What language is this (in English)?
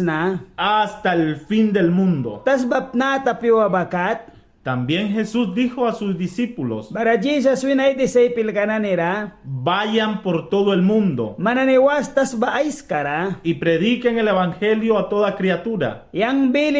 Mískito